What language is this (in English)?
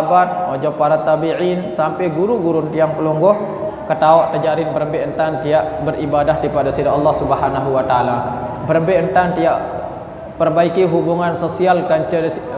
Sasak